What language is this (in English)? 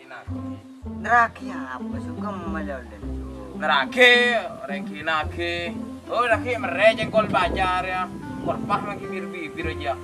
Madurese